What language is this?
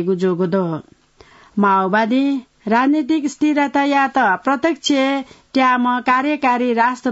Newari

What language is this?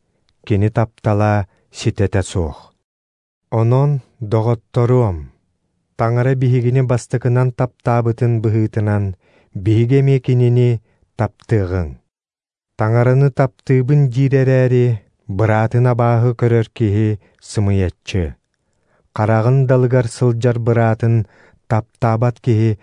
Yakut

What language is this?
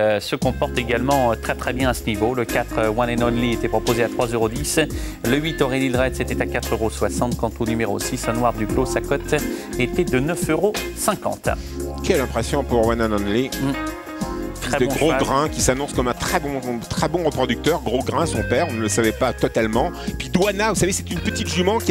French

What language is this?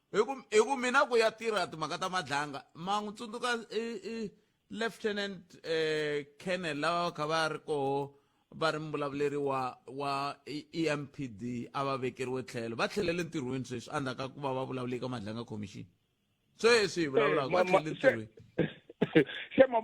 Tsonga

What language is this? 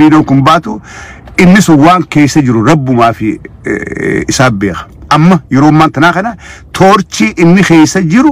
Oromo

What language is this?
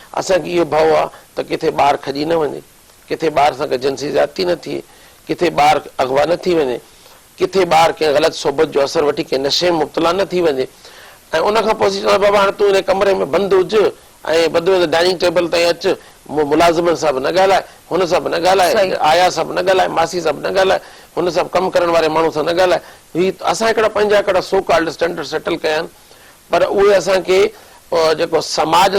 Sindhi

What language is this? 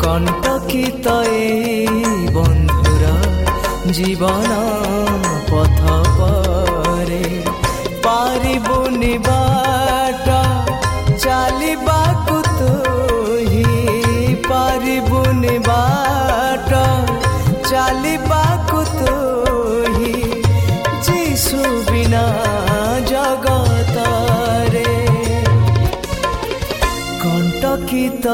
Odia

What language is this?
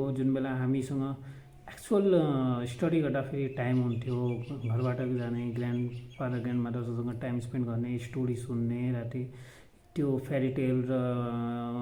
Nepali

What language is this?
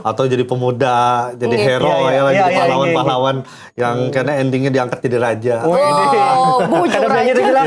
Banjar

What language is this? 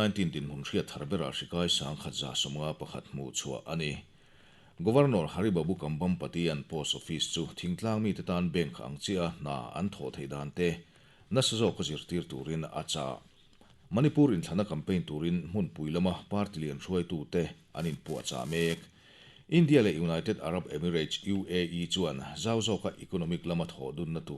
Mizo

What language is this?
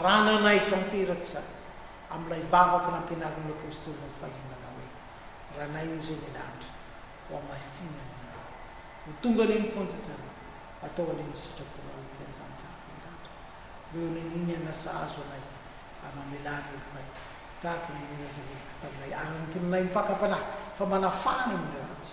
Malagasy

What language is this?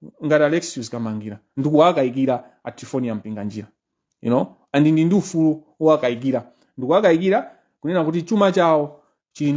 Nyanja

